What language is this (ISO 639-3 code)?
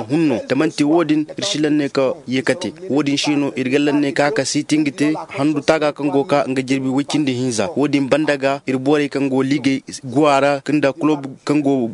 dje